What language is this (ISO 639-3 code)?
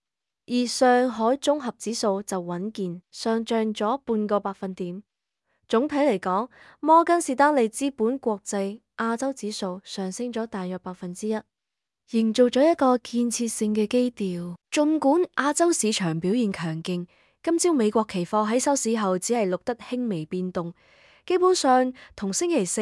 yue